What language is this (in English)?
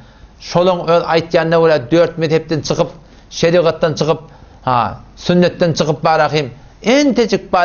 Turkmen